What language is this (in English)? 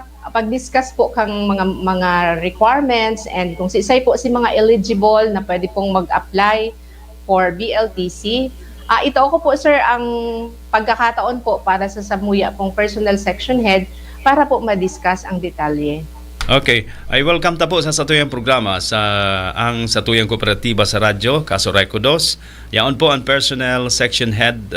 Bikol